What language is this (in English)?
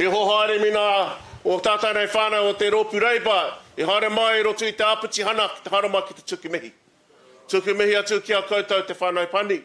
Māori